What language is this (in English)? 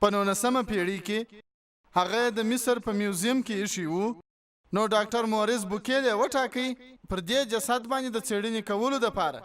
Pashto